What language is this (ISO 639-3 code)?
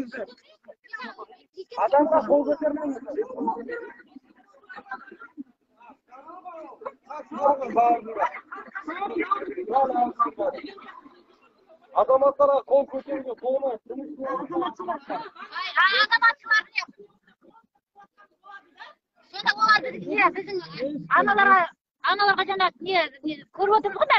kaz